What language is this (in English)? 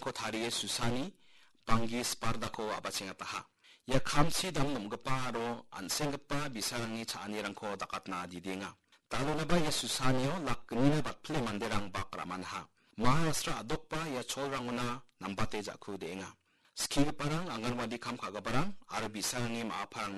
Garo